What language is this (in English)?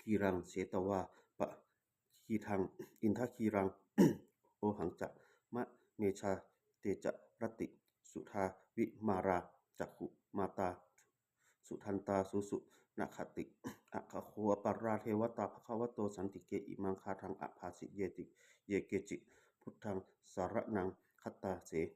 Pali